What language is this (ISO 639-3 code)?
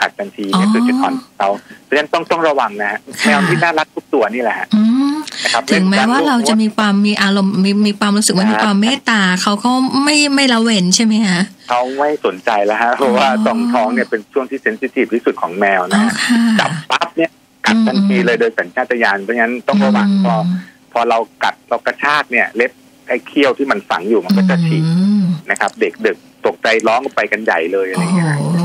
tha